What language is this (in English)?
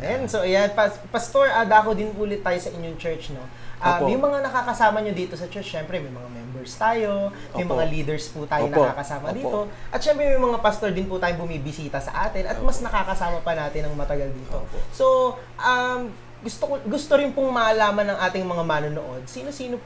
Filipino